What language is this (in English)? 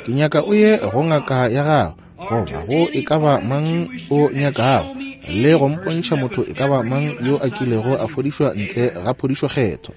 Northern Sotho